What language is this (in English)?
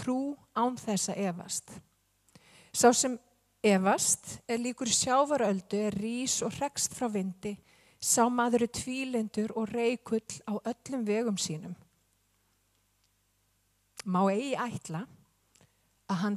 Icelandic